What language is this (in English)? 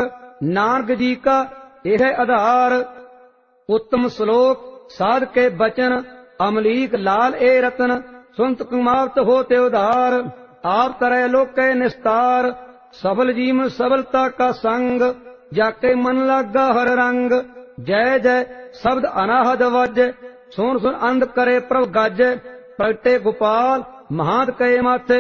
Punjabi